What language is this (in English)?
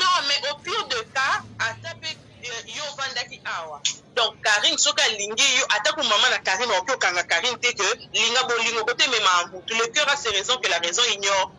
Lingala